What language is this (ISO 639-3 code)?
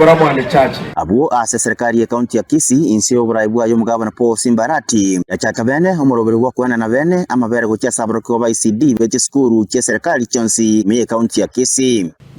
guz